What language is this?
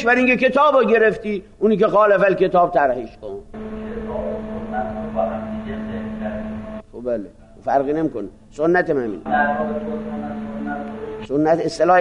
Persian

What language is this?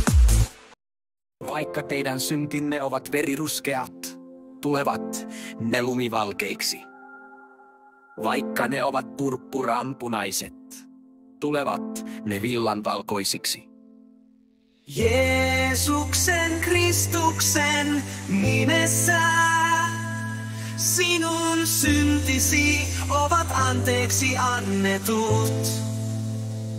Finnish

